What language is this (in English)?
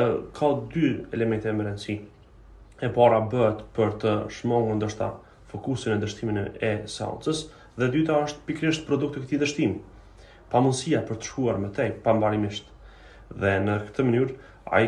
Albanian